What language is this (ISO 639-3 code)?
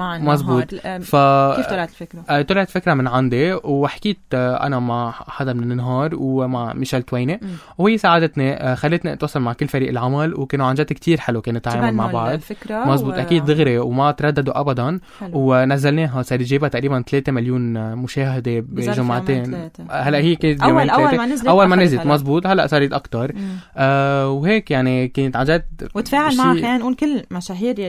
apc